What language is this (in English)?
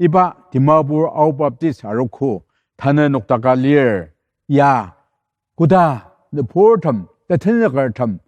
Ao Naga